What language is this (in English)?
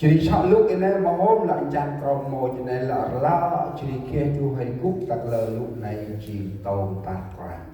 Central Mnong